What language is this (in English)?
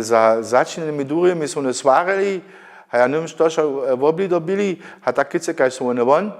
Upper Sorbian